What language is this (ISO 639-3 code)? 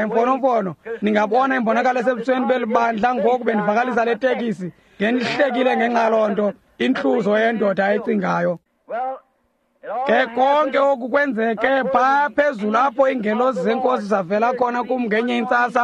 xho